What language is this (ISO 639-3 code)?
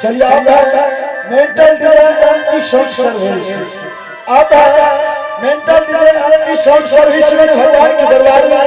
anp